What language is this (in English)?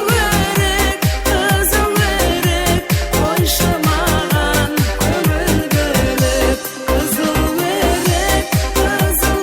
Kara-Kalpak